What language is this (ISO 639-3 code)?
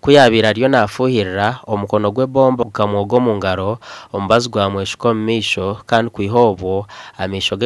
nyn